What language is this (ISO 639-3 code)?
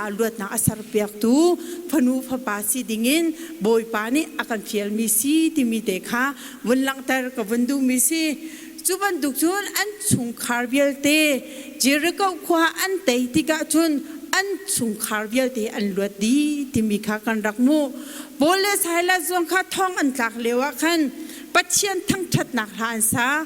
cnh